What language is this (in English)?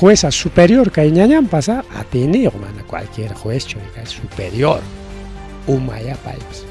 Ayacucho Quechua